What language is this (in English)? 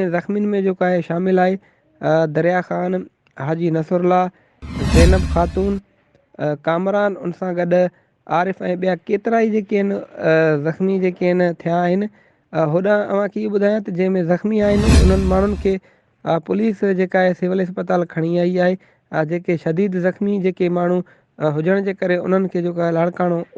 Sindhi